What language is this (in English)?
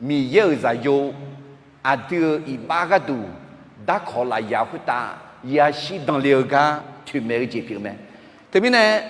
Akha